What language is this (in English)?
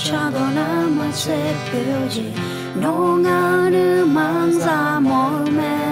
Akha